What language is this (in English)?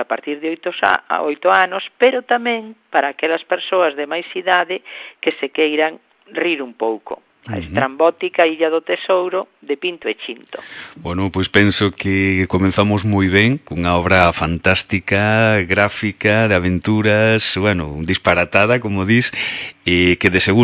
Galician